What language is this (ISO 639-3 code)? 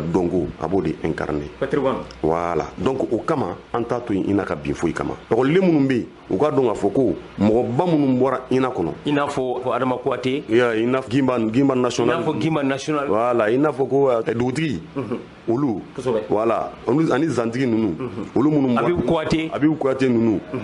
bam